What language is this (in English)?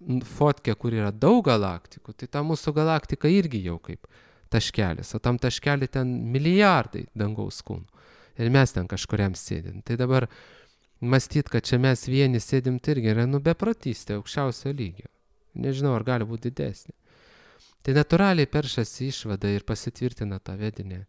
Lithuanian